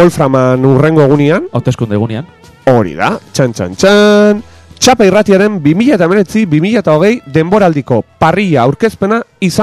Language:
Basque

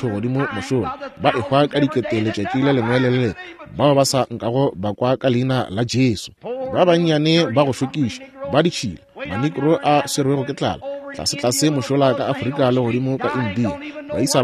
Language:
Northern Sotho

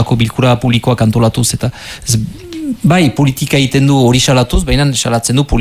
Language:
Basque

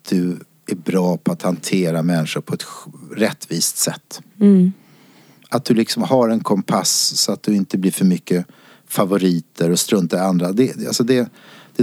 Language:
Swedish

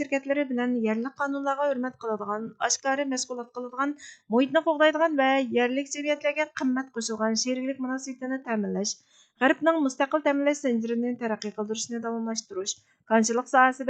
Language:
Uyghur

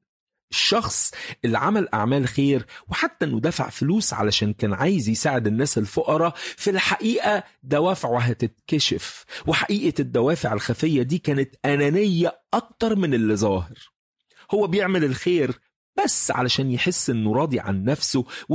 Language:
Egyptian Arabic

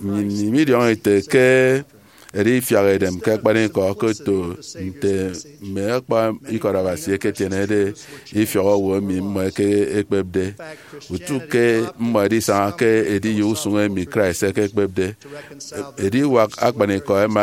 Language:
Efik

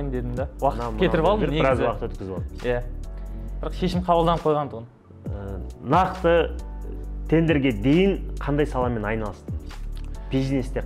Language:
Kazakh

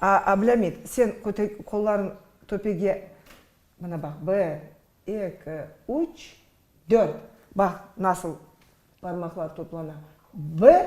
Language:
Crimean Tatar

